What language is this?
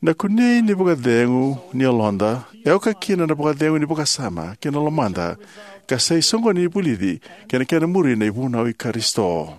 Fijian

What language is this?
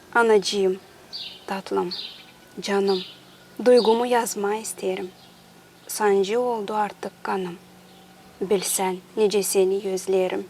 Gagauz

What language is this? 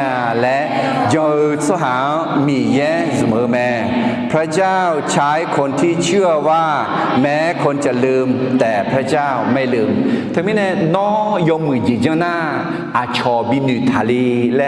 Akha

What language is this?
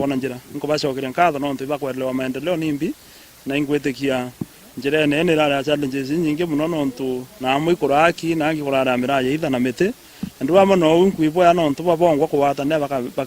Meru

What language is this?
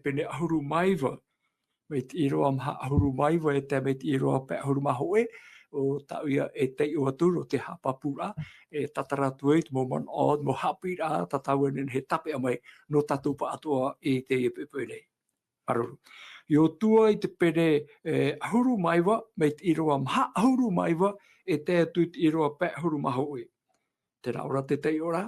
Tahitian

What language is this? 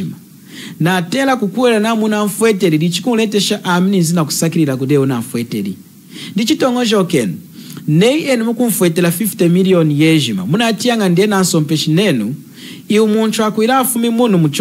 Lunda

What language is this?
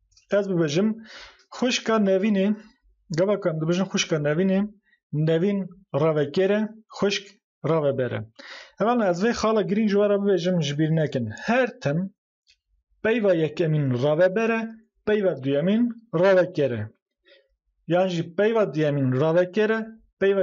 Kurdish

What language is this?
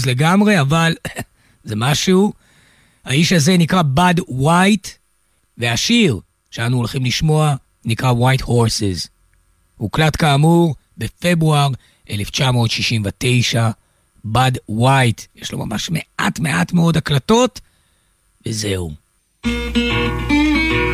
Hebrew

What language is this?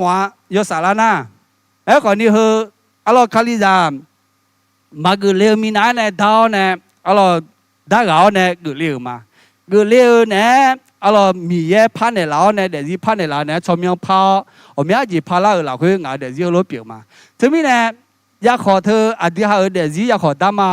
Akha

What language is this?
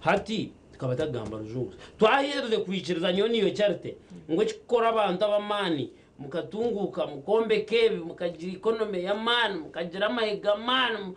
Nyankole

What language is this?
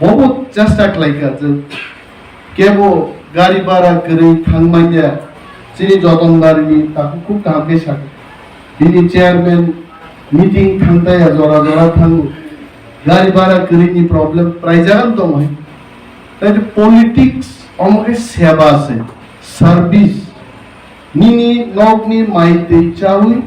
Kok Borok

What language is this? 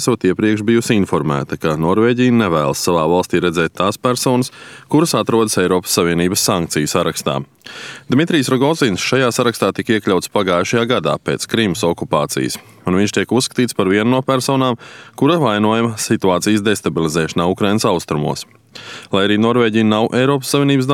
Latvian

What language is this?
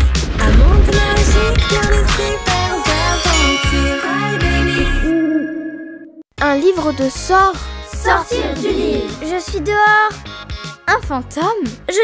French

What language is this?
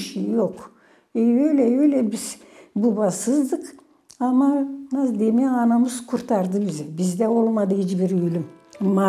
Gagauz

